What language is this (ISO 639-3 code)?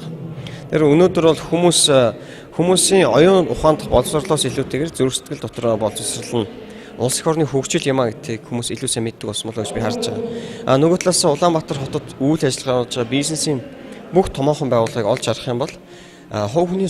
mon